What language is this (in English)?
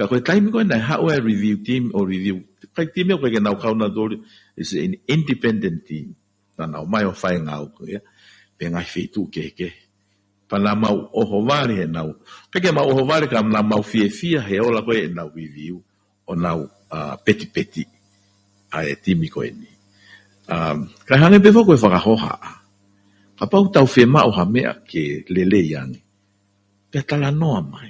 Tongan